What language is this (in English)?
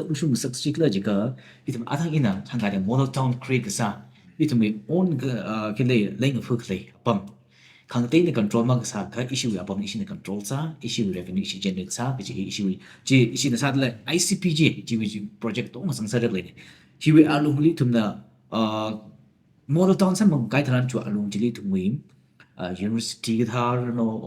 Tangkhul Naga (India)